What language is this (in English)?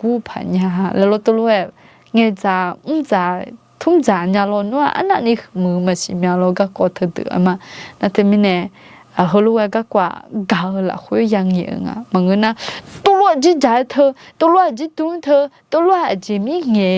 Akha